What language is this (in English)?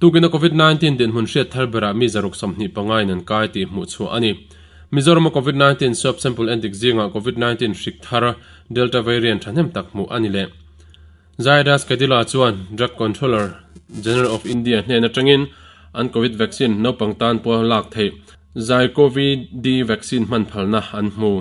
Mizo